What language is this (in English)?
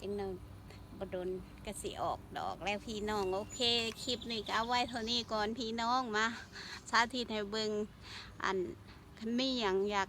Lao